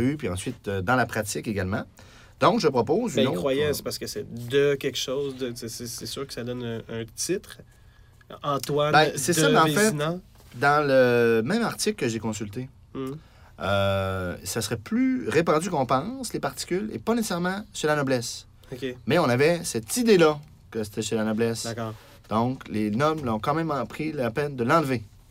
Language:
French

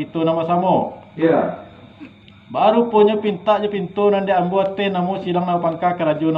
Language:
Minangkabau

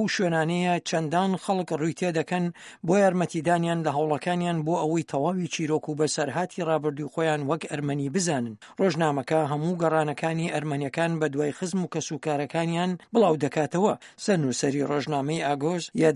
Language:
Central Kurdish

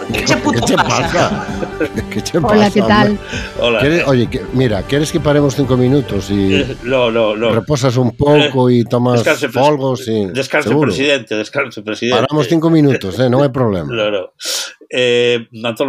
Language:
Galician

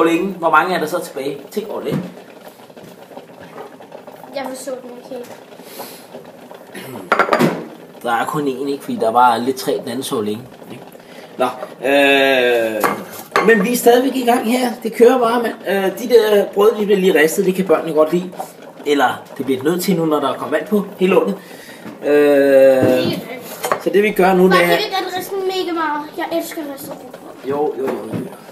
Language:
Danish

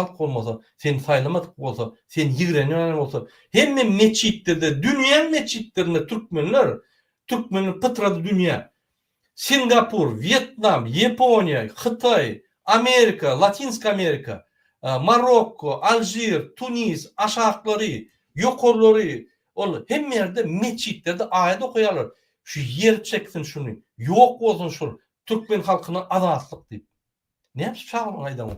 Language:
Turkmen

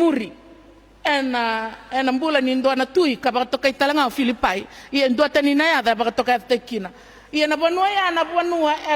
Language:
Fijian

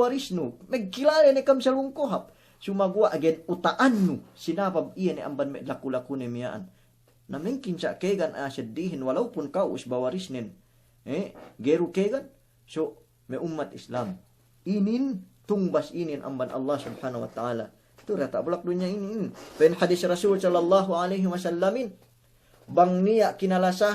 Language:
Yakan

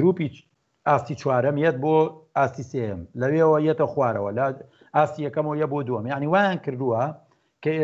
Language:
Central Kurdish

